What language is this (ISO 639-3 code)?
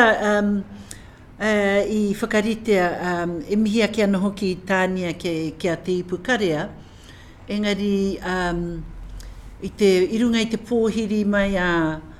mri